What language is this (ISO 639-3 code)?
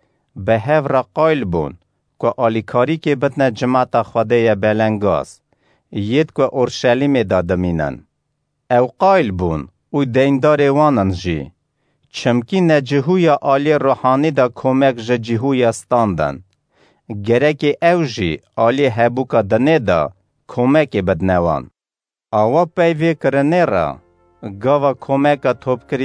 kur